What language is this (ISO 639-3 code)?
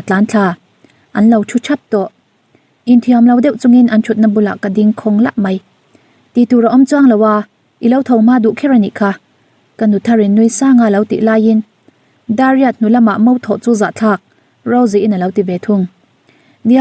lus